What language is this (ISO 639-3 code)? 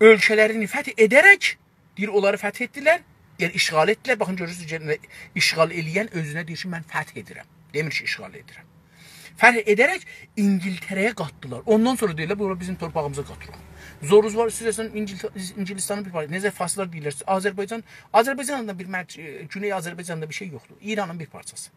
azb